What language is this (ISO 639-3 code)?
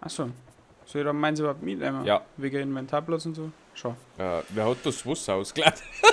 bar